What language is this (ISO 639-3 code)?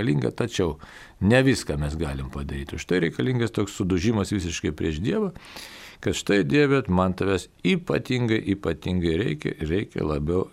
lit